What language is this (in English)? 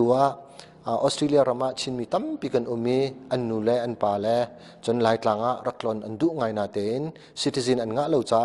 Hakha Chin